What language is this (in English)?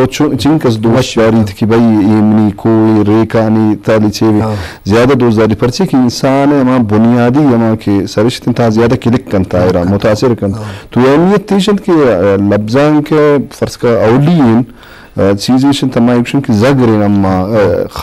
Eastern Balochi